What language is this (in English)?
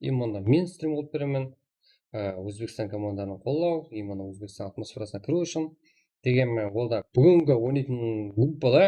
Kara-Kalpak